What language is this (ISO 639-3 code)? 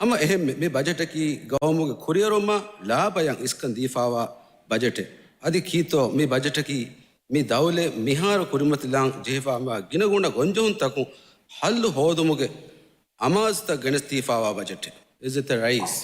div